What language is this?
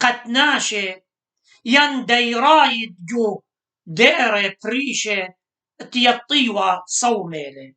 Assyrian Neo-Aramaic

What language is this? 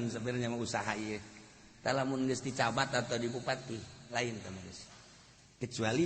Sundanese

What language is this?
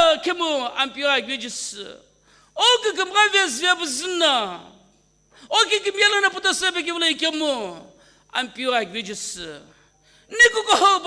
Sumi Naga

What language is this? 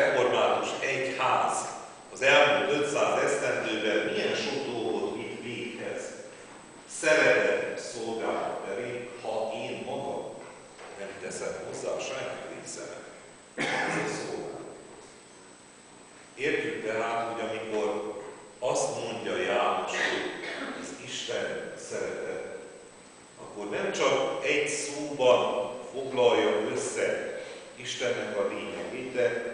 Hungarian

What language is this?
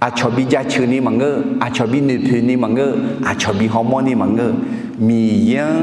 Akha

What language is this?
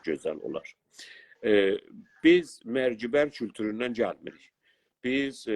South Azerbaijani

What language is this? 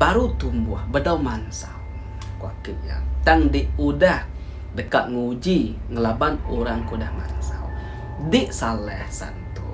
Iban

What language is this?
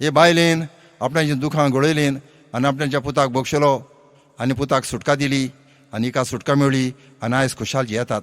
Konkani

